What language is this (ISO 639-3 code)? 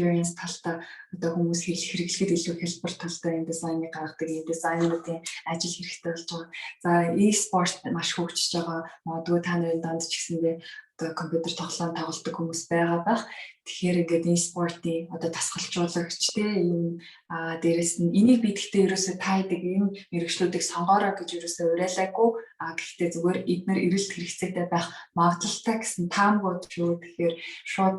mon